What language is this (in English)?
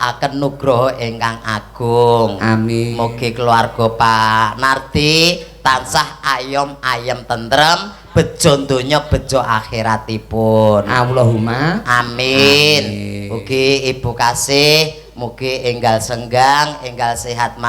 Javanese